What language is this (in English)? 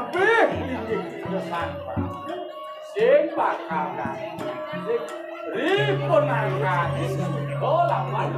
Balinese